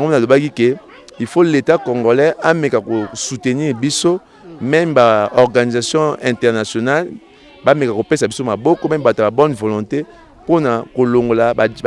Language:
Lingala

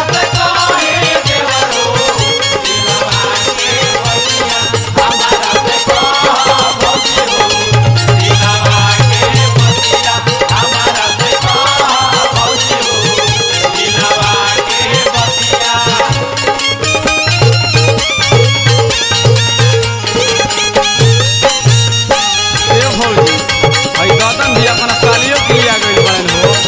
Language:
Bhojpuri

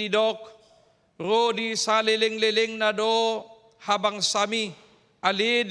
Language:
Batak Toba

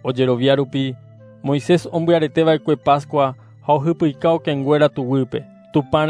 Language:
Guarani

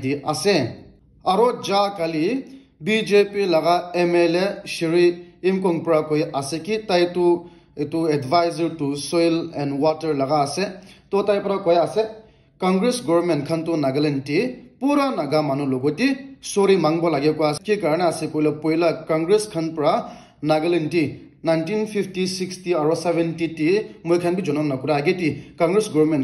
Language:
Naga Pidgin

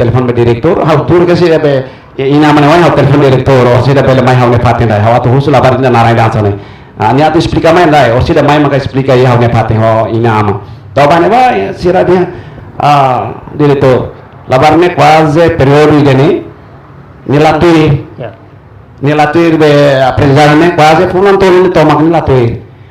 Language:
Tetum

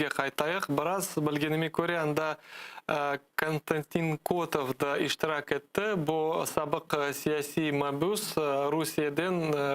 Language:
Crimean Tatar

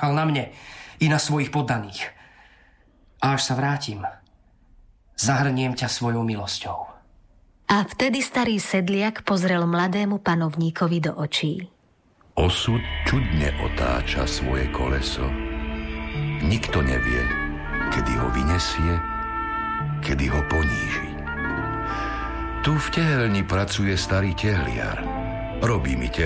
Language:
Slovak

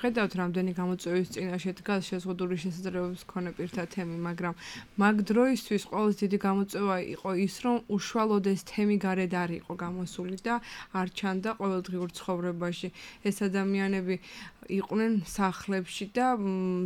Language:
Georgian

